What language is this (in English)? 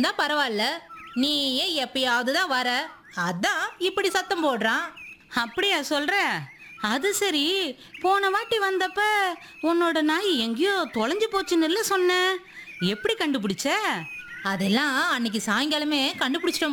Tamil